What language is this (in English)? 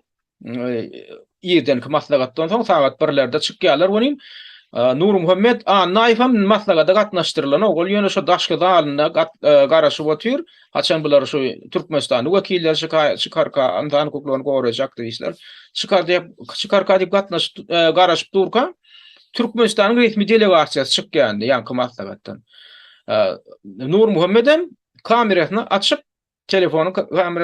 Turkmen